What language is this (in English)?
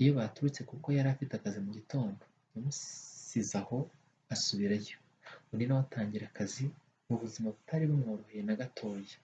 Kinyarwanda